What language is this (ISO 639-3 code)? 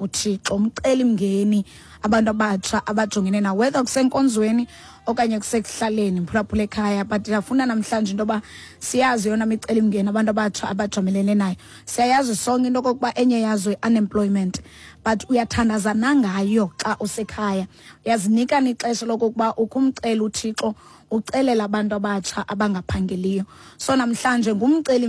xho